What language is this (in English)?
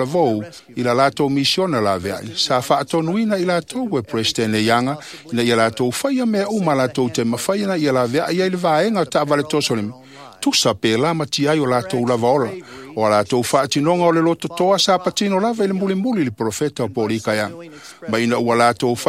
Samoan